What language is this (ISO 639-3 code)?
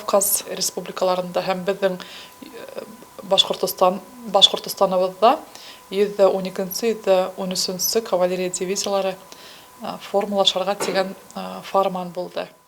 bak